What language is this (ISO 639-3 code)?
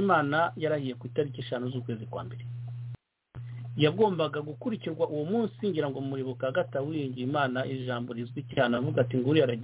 kin